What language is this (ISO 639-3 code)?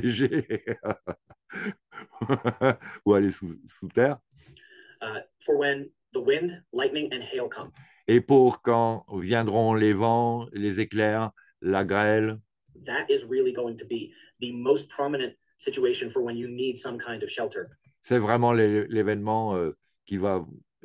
fra